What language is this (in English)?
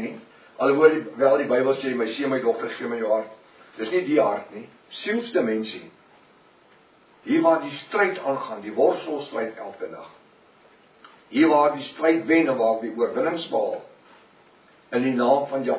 Afrikaans